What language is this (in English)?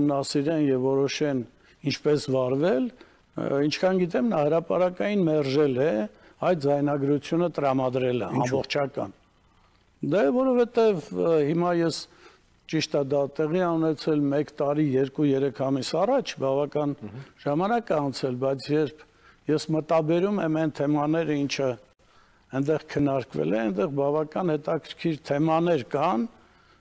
Armenian